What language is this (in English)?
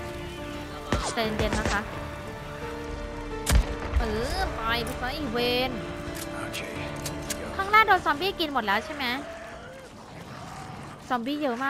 Thai